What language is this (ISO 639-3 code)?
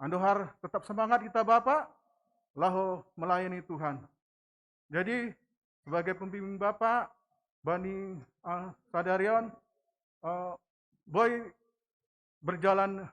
bts